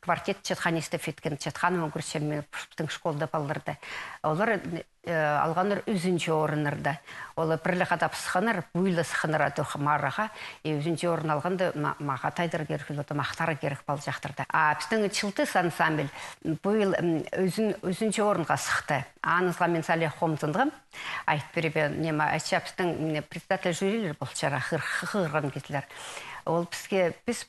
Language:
Khakas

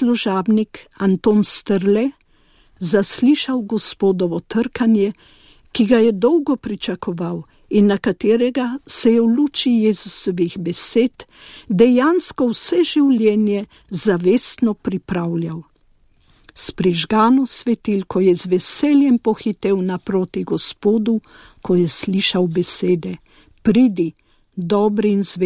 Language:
Slovenian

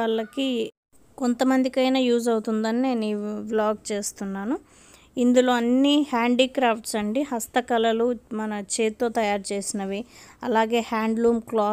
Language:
Telugu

